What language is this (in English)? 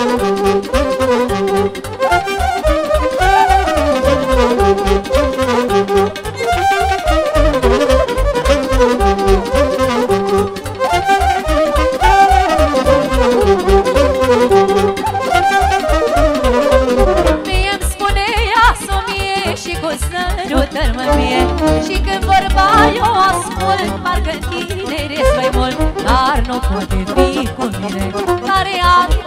Romanian